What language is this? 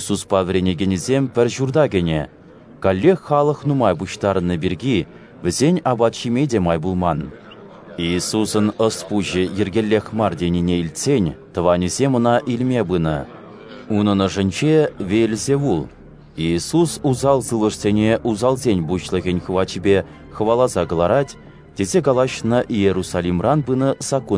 Chuvash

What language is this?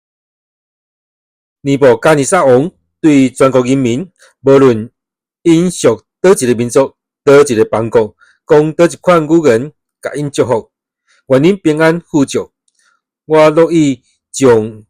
Min Nan Chinese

